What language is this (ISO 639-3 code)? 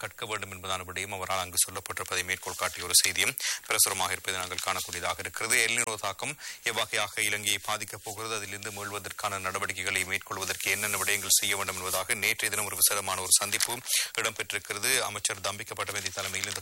tam